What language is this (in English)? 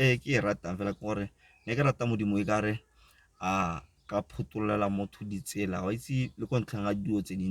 Tswana